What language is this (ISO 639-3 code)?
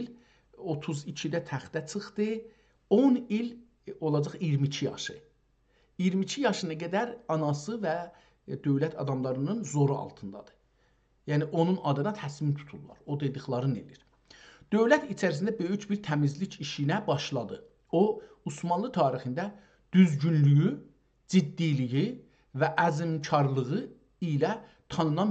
azb